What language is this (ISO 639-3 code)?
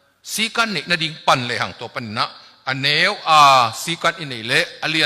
ctd